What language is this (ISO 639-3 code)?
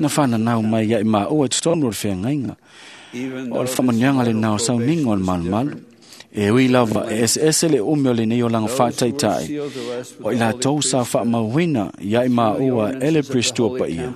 smo